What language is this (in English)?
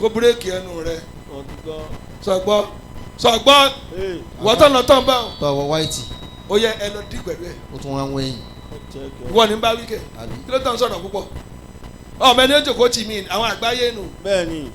Yoruba